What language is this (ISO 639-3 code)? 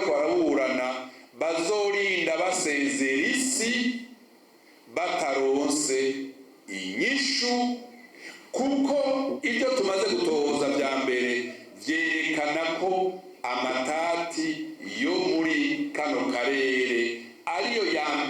run